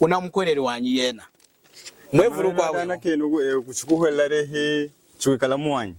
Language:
Lunda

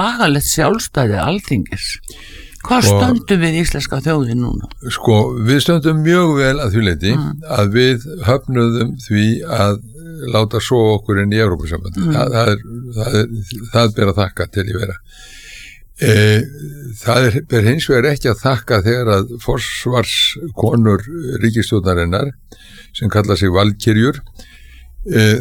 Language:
Icelandic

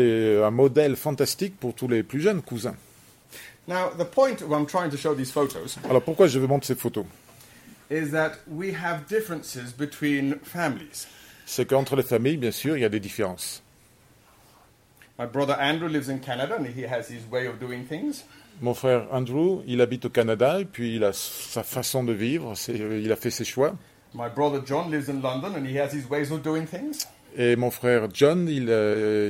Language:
French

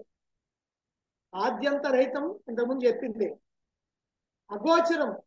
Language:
Telugu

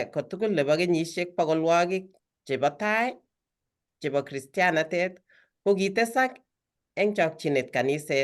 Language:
Kalenjin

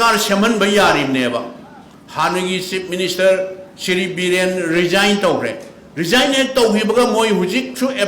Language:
Manipuri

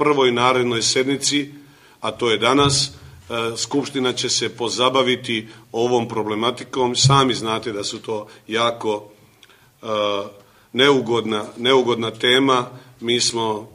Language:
Serbian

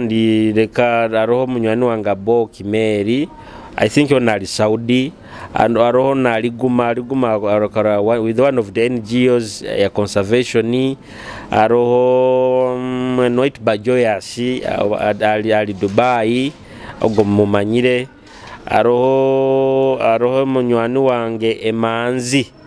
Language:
Nyoro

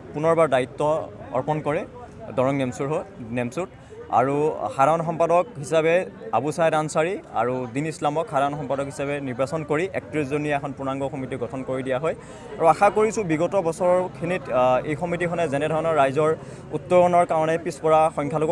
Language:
Assamese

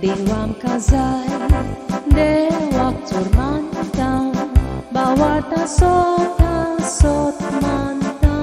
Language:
Konkani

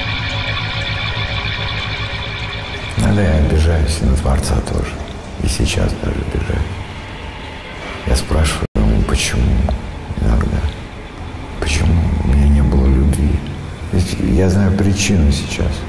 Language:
Russian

